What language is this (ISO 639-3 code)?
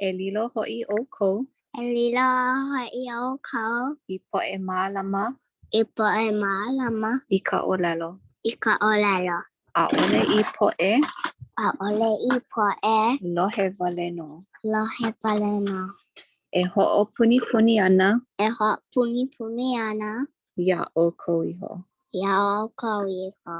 haw